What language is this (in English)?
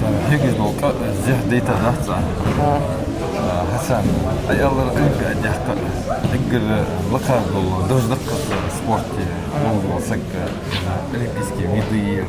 Ingush